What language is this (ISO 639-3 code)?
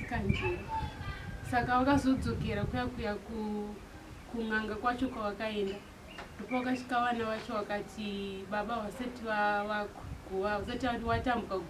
sna